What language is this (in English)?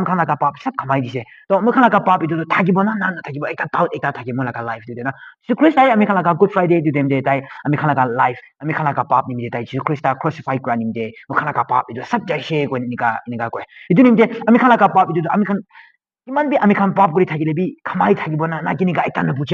Naga Pidgin